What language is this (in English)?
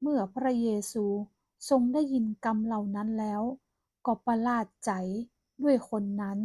Northern Thai